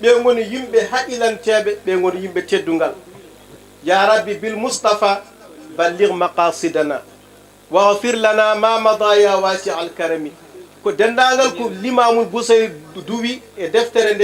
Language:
Fula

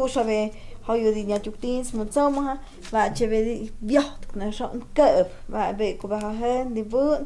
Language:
Totontepec Mixe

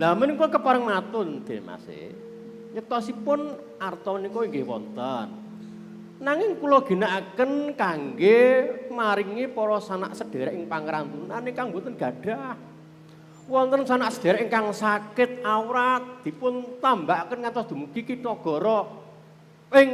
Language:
Javanese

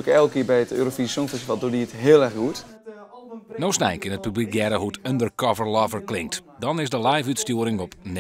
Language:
Western Frisian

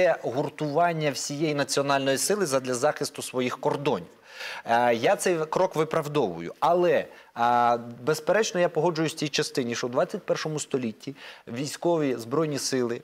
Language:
Ukrainian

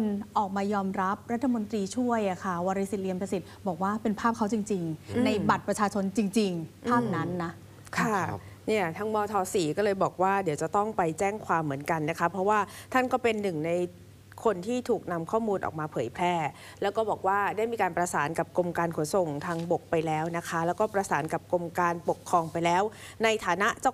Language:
Thai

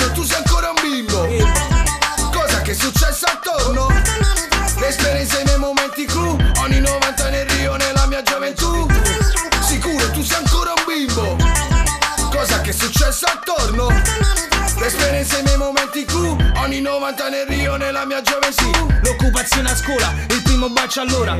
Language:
Italian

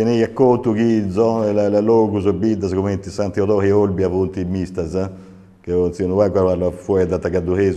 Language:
Sardinian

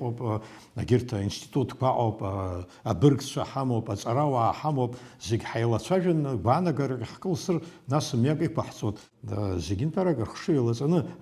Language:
Abkhazian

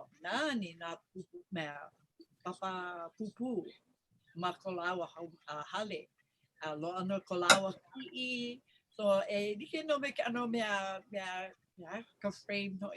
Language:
Hawaiian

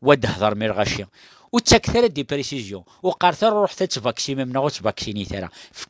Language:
Kabyle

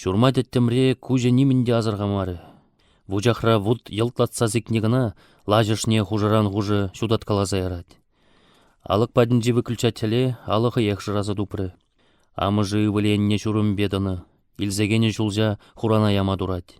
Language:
Chuvash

